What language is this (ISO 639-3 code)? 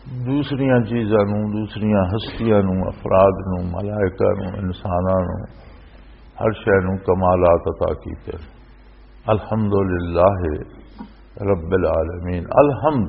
lah